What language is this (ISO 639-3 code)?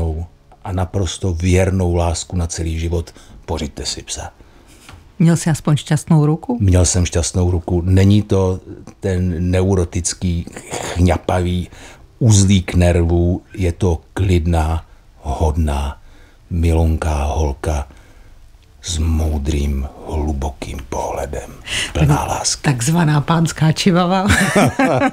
ces